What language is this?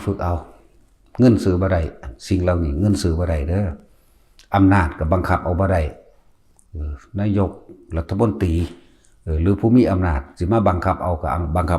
Northeastern Thai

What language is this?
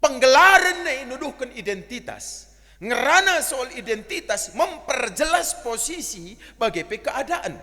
Batak Karo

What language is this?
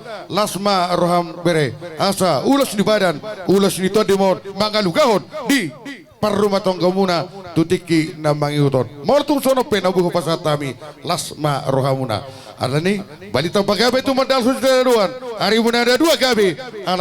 Batak Toba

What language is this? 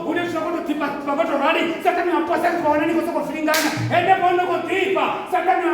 Venda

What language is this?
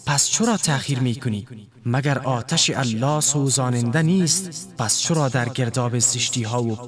Tajik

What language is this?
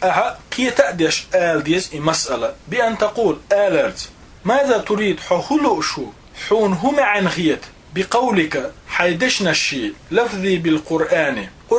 Chechen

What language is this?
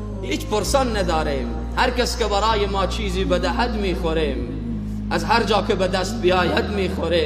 Persian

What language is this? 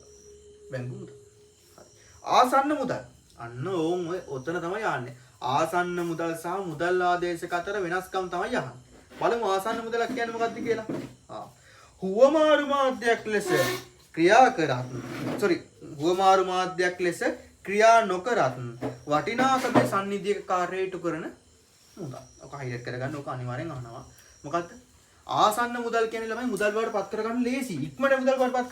Sinhala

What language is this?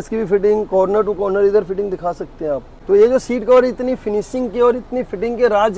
Hindi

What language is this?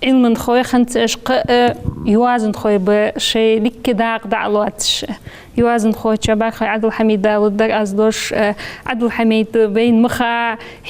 Ingush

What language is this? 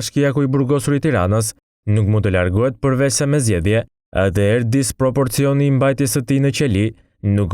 Albanian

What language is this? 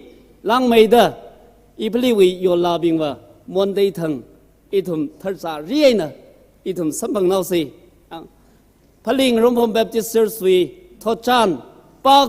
Tangkhul Naga (India)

